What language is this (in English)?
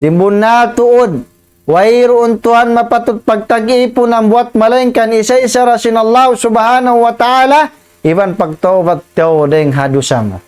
Tausug